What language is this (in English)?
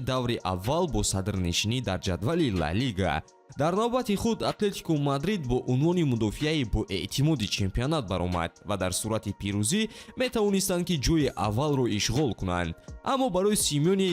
Tajik